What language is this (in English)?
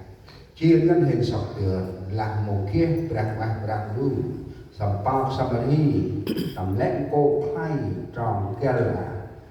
Central Mnong